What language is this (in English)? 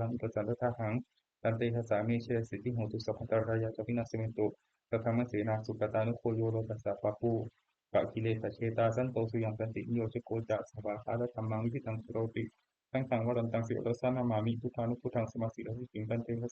Pali